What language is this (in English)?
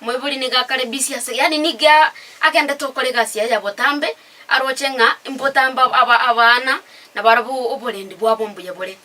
Gusii